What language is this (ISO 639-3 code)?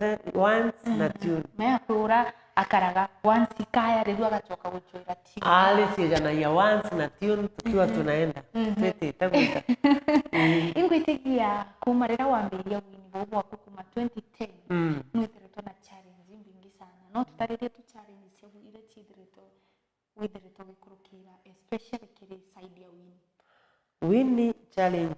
mer